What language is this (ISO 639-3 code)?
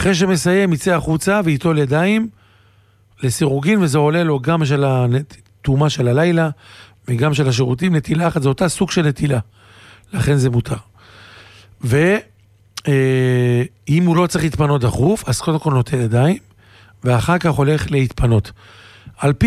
heb